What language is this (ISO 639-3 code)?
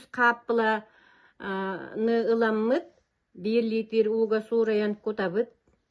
sah